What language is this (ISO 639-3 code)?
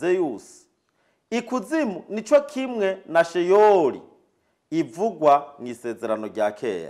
run